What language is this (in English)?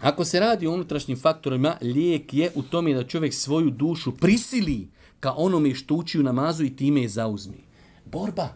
Bosnian